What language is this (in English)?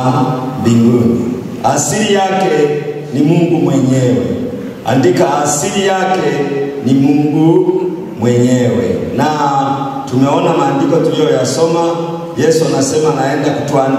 Swahili